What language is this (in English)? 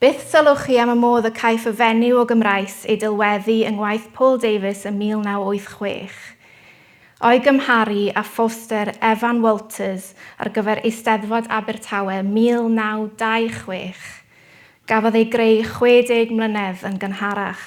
Welsh